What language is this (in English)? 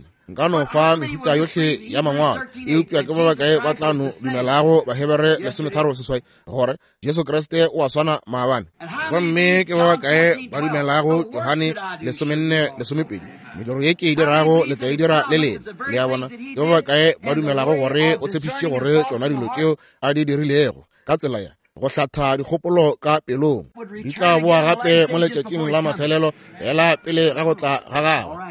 Northern Sotho